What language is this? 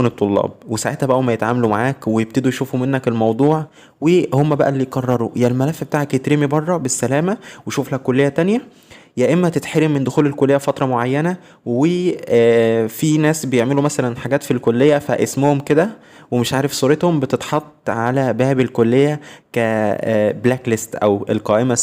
Egyptian Arabic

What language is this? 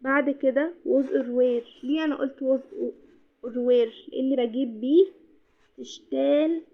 Egyptian Arabic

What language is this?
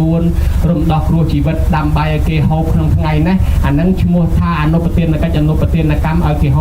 Khmer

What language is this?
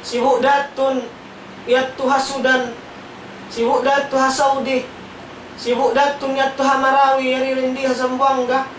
Tausug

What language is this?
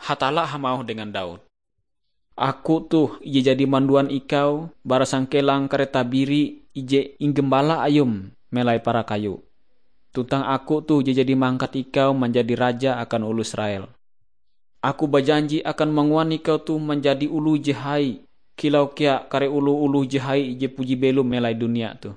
Ngaju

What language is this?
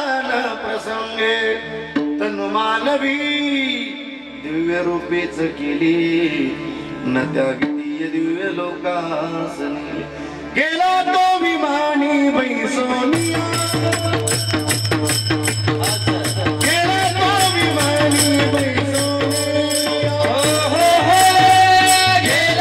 Marathi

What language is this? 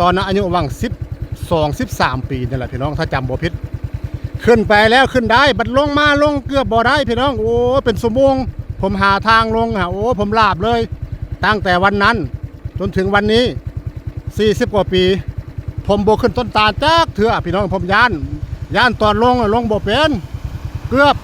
Northeastern Thai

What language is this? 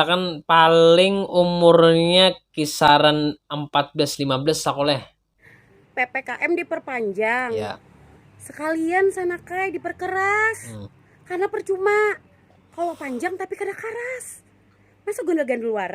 Banjar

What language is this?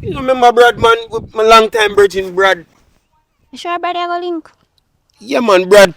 Jamaican Creole English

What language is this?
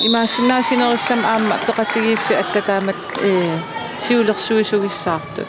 Kalaallisut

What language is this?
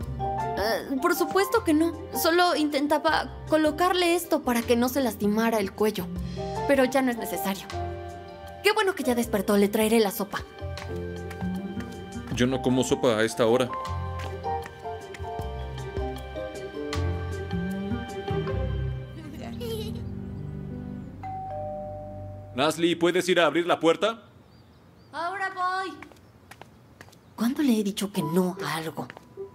Spanish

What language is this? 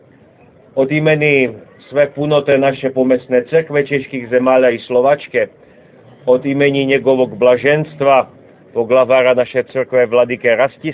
Serbian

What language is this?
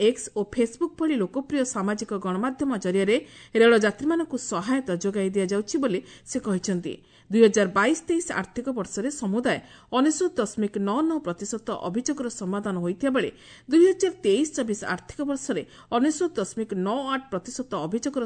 Odia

